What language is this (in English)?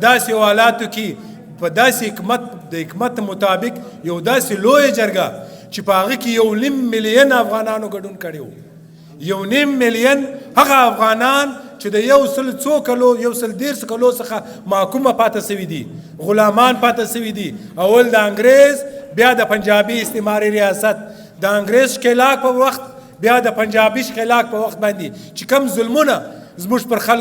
Pashto